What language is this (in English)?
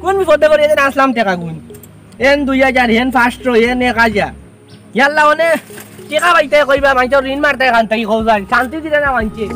Sylheti